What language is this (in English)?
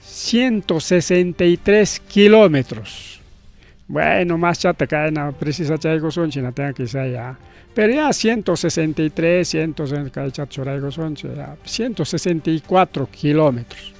Ayacucho Quechua